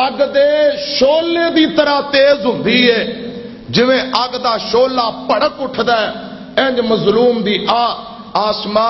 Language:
Western Panjabi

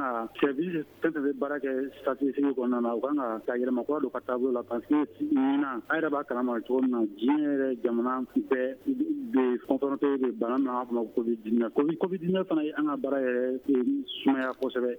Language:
Bambara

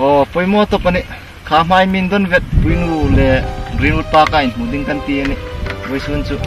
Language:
Hmar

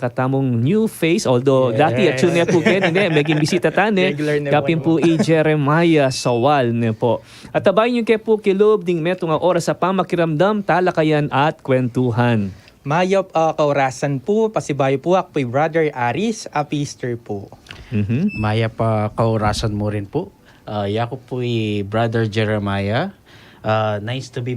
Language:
Pampanga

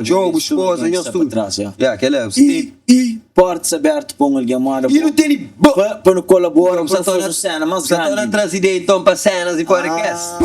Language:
Kabuverdianu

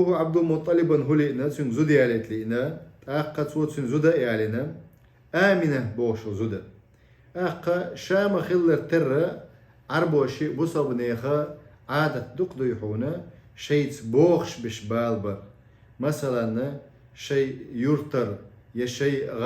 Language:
Chechen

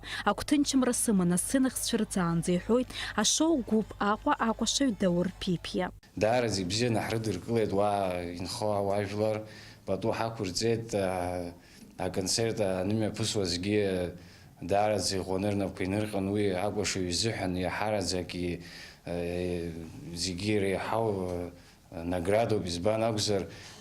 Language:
Abkhazian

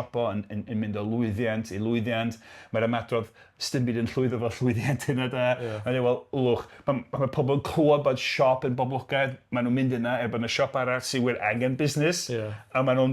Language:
Welsh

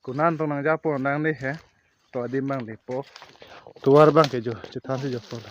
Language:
Karbi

